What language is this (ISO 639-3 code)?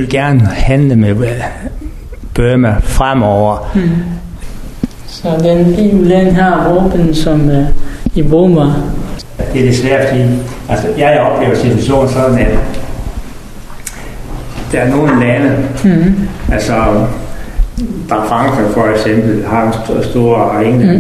dan